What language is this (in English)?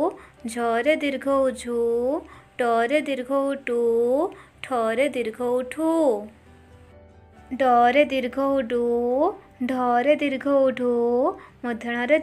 Odia